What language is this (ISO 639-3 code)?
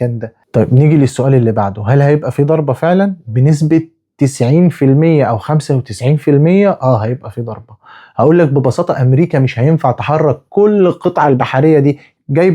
arz